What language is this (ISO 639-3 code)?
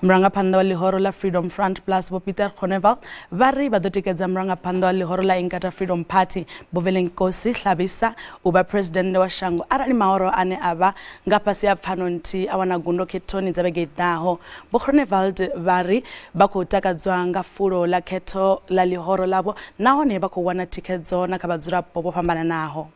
ven